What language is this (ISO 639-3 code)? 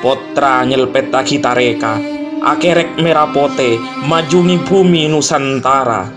mad